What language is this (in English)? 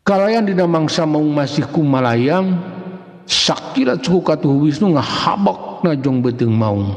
Sundanese